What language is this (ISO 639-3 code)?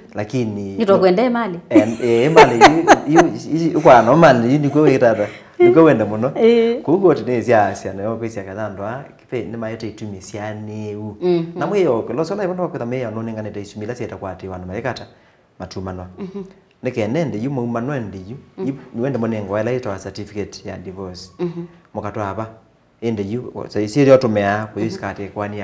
kam